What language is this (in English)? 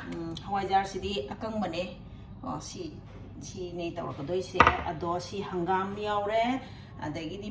Manipuri